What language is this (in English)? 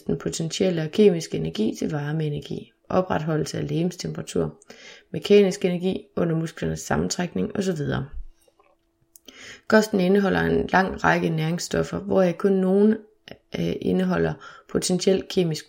Danish